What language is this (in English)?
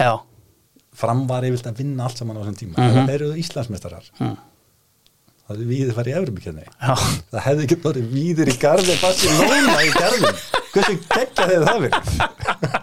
Icelandic